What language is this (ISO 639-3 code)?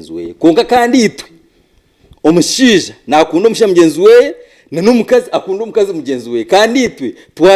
nyn